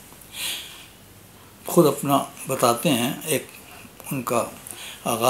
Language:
Urdu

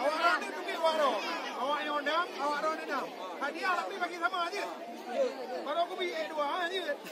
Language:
Achinese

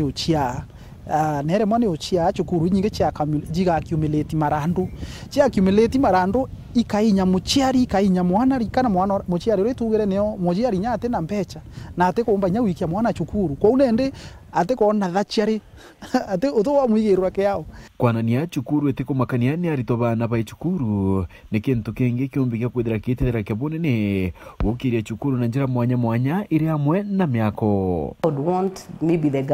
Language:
Meru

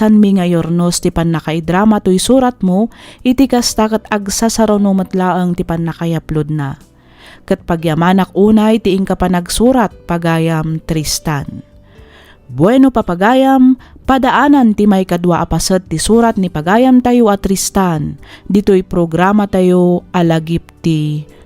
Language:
Iloko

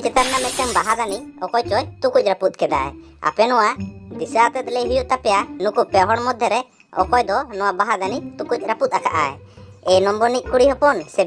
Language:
Santali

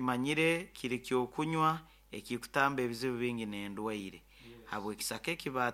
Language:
Nyankole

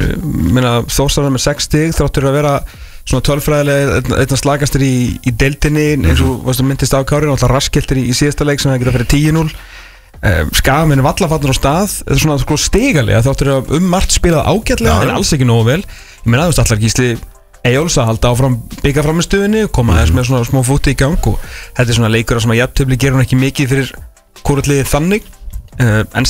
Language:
Icelandic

